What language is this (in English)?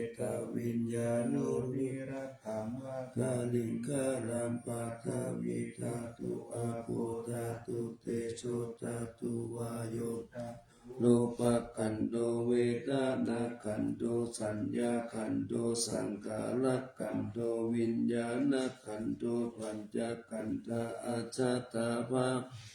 Pali